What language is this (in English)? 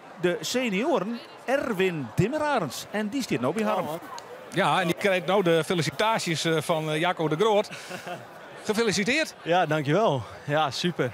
Western Frisian